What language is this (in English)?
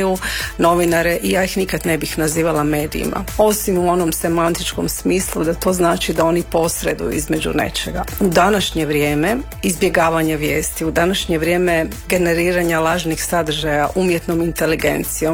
Croatian